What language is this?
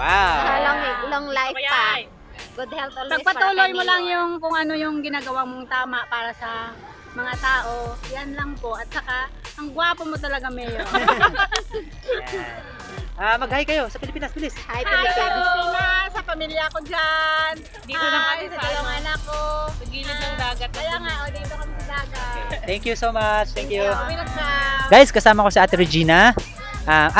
Filipino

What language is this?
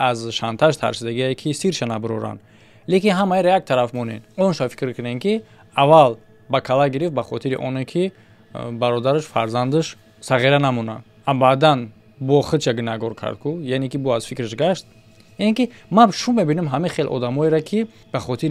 Tajik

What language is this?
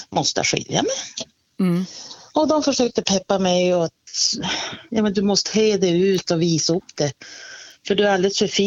Swedish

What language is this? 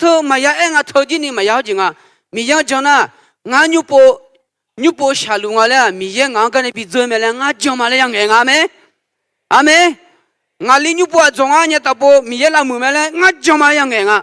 Akha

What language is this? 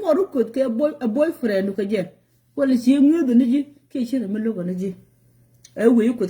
Nuer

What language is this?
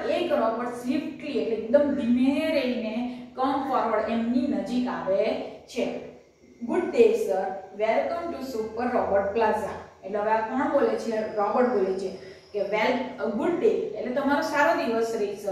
Gujarati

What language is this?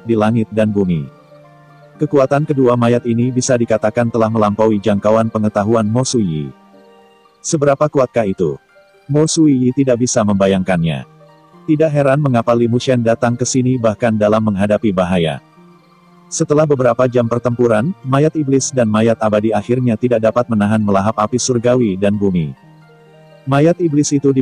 Indonesian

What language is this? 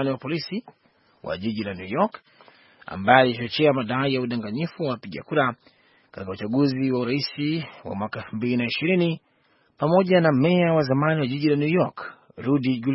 Swahili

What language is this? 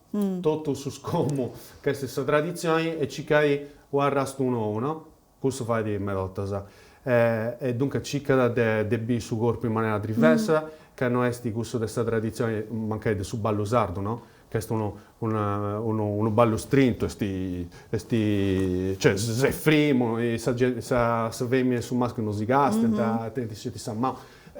Sardinian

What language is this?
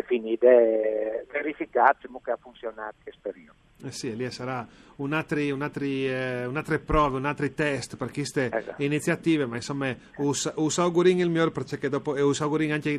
Friulian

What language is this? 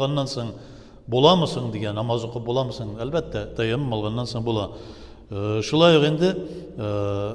Tatar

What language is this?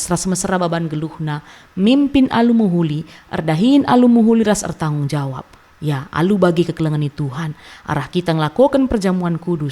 Batak Karo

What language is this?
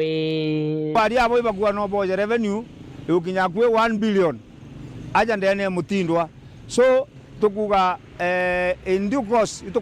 Meru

